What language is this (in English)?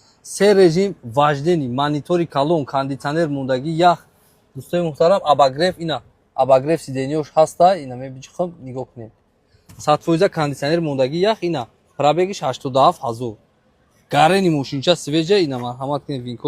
Tajik